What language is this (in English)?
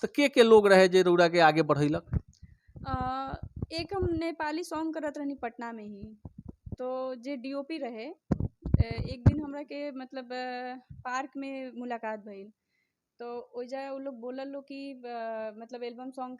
Bhojpuri